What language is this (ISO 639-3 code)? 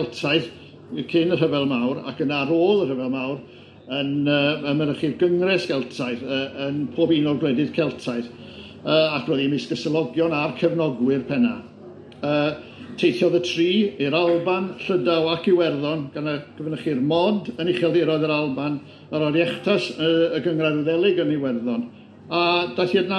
cym